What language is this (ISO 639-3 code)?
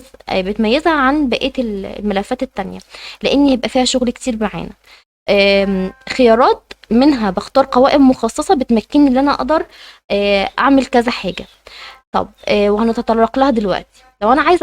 arz